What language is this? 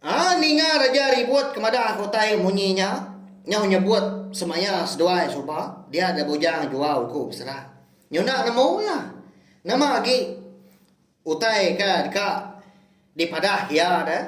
Iban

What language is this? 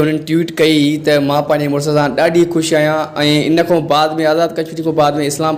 Sindhi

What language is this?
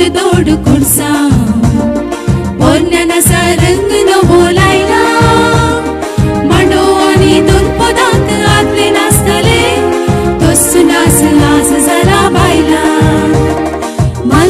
Konkani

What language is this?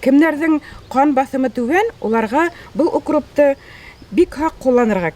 Bashkir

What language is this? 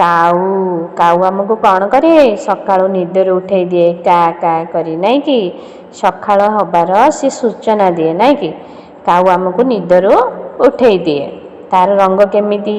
Odia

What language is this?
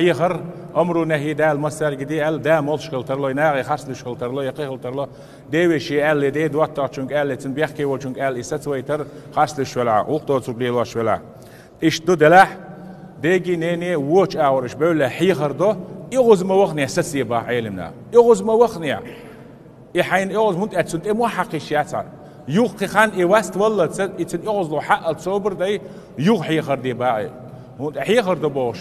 Chechen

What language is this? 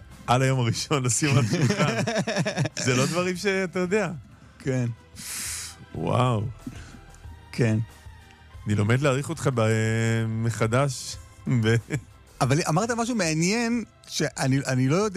Hebrew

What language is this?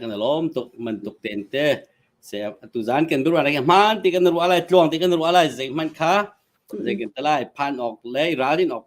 Hakha Chin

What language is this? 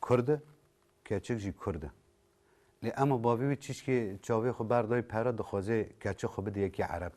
Kurdish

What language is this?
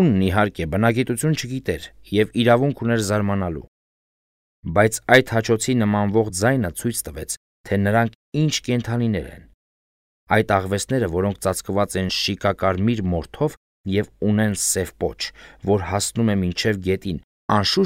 Armenian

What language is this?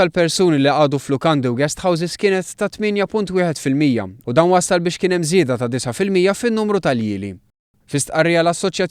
Maltese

